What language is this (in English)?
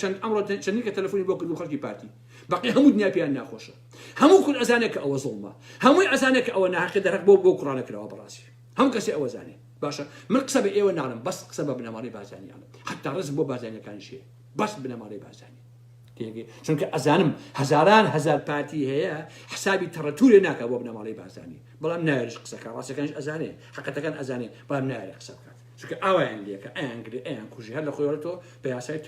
Central Kurdish